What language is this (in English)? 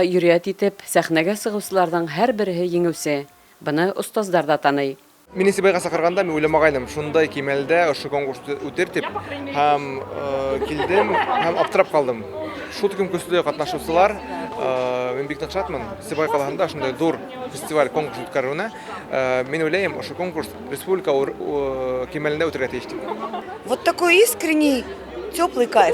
Bashkir